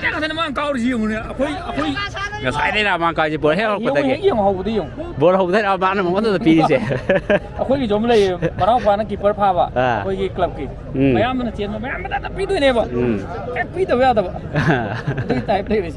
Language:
Manipuri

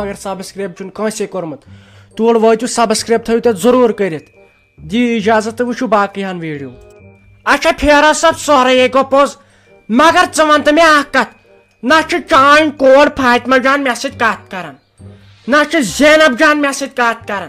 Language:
Kashmiri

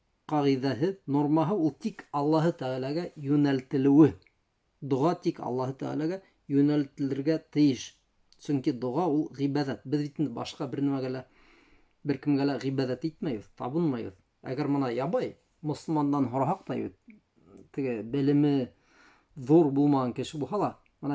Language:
Bashkir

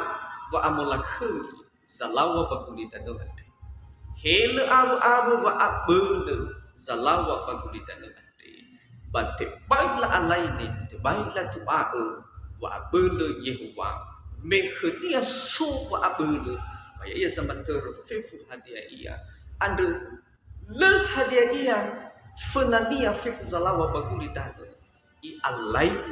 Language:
Nias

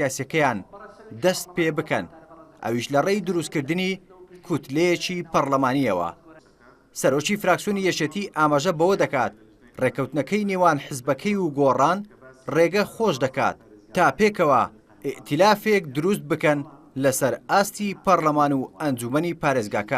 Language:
Central Kurdish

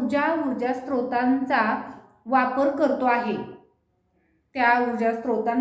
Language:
Marathi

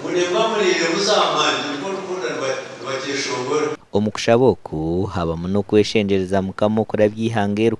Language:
Nyankole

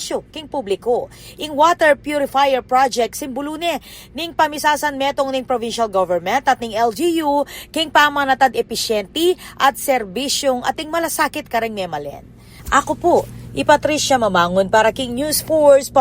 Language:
Pampanga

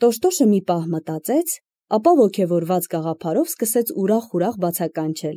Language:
Armenian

